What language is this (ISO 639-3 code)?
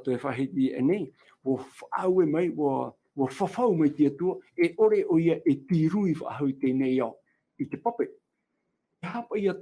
tah